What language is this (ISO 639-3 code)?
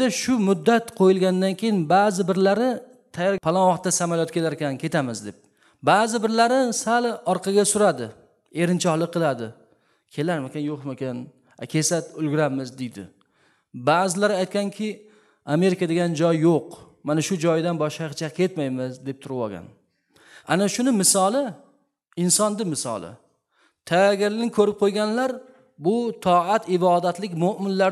uzb